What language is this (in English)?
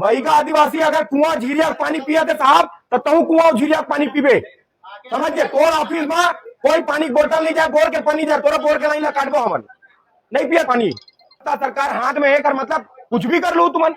Chhattisgarhi